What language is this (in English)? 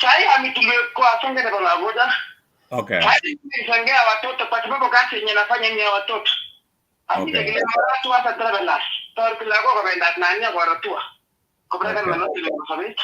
Kalenjin